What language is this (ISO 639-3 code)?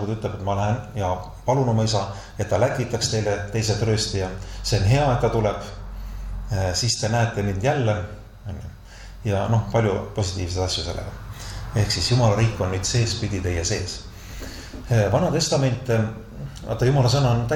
est